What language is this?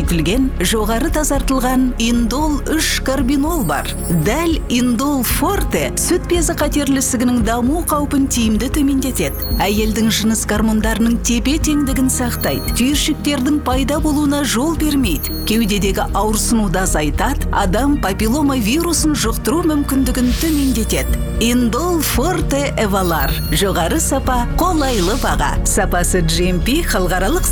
Kazakh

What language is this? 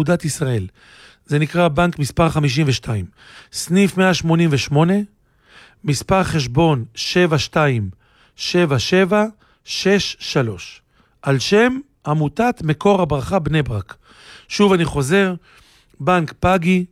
Hebrew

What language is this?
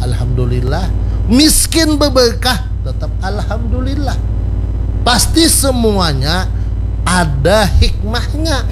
Banjar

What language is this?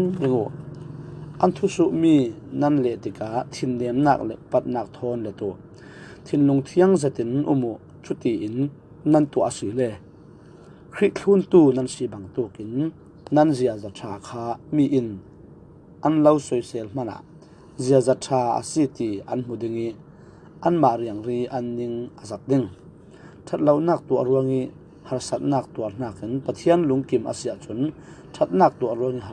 Falam Chin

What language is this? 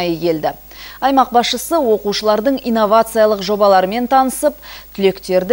Kazakh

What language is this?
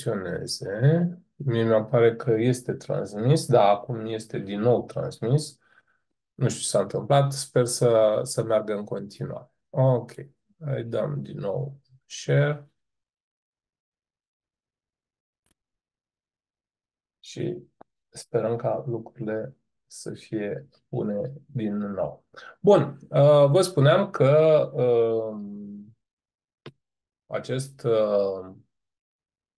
Romanian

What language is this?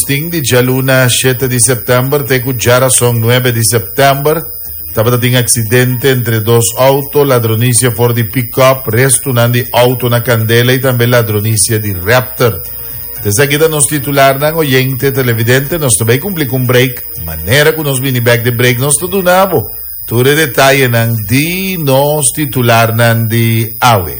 Papiamento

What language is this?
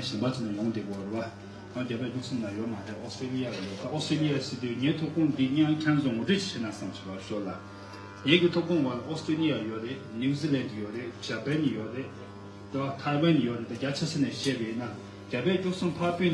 Tibetan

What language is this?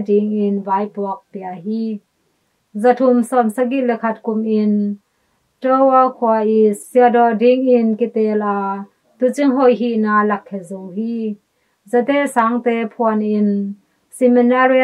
Tedim Chin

